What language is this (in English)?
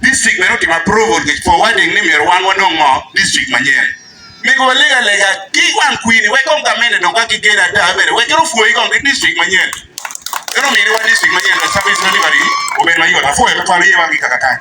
Acoli